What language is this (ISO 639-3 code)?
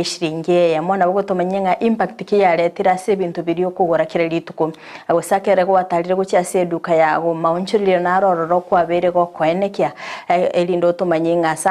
guz